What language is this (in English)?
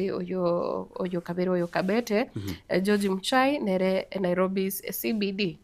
Gusii